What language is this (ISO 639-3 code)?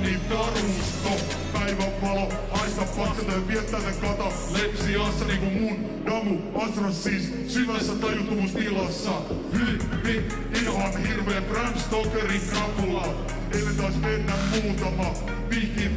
fin